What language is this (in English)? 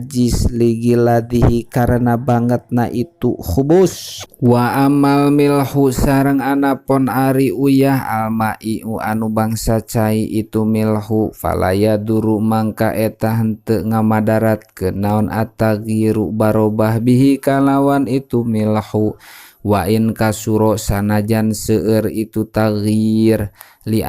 Sundanese